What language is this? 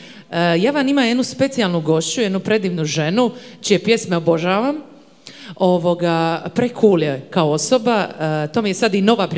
Croatian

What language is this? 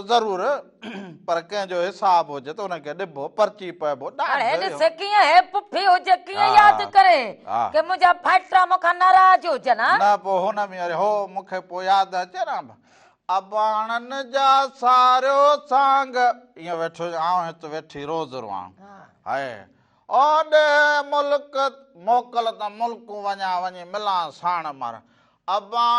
Sindhi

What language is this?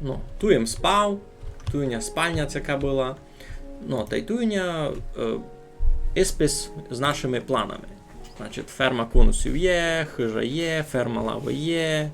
Rusyn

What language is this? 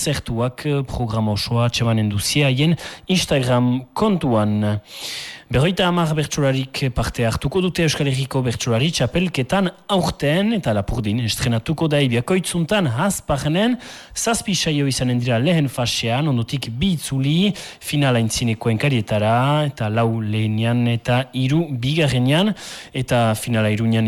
Basque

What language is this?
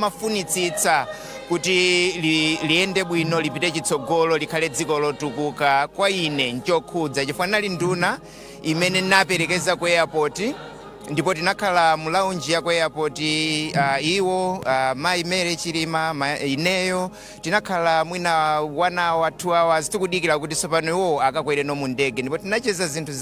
Nyanja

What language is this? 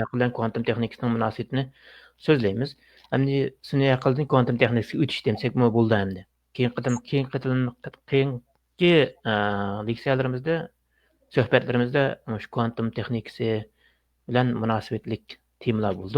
Uyghur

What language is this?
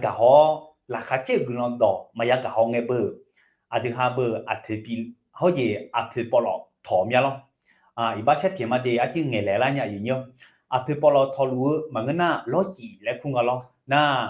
Akha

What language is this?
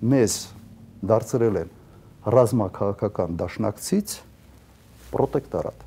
Armenian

